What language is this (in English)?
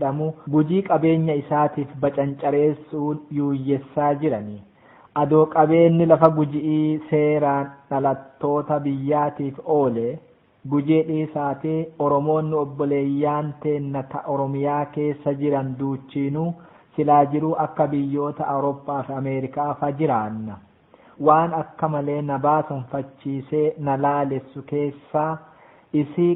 Oromo